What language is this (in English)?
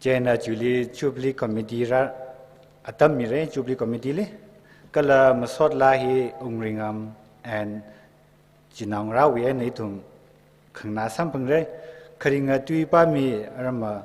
Tangkhul Naga (India)